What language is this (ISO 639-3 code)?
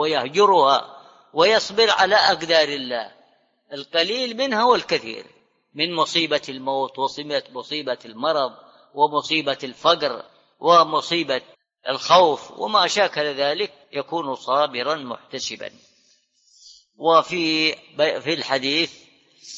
ara